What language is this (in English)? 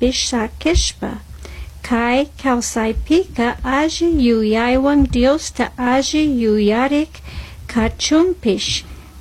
Chimborazo Highland Quichua